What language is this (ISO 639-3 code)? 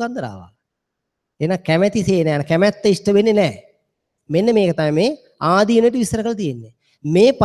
sin